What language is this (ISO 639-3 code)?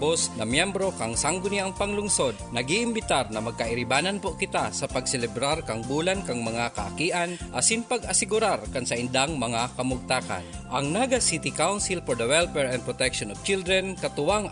bik